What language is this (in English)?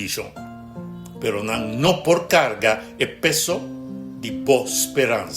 Papiamento